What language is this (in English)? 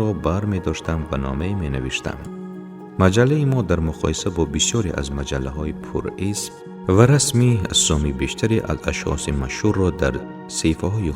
Tajik